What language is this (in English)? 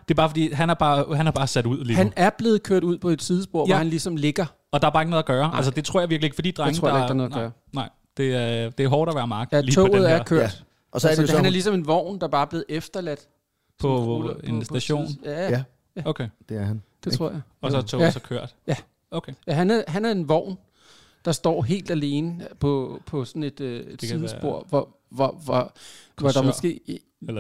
Danish